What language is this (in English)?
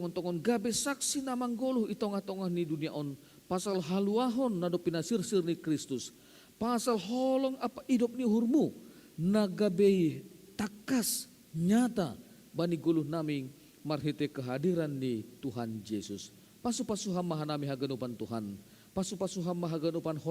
Batak Simalungun